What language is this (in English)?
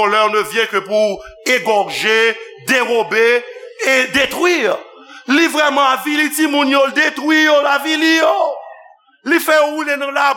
Haitian Creole